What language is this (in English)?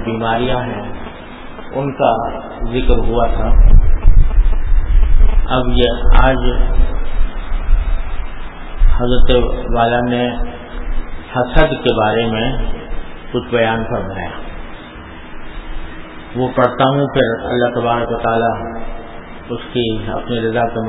Urdu